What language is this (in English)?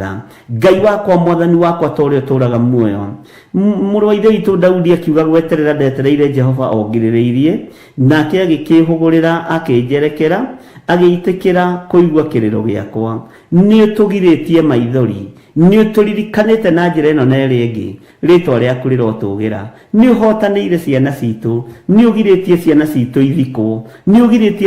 Kikuyu